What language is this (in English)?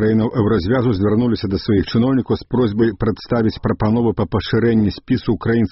Belarusian